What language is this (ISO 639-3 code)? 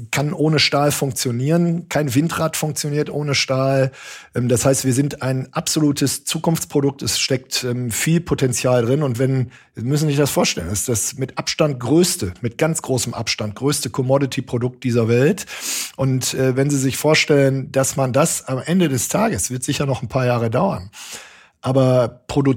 deu